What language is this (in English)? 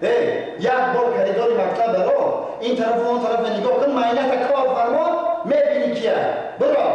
Tajik